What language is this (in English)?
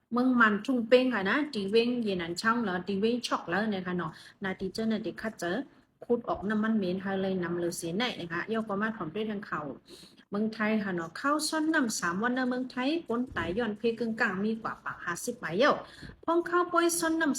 Shan